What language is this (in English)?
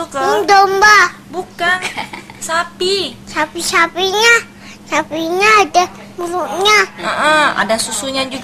Indonesian